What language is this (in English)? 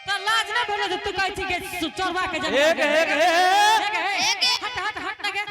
Angika